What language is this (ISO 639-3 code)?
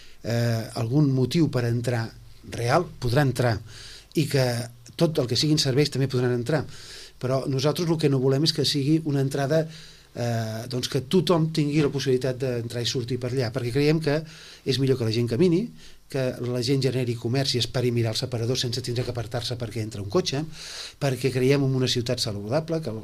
cat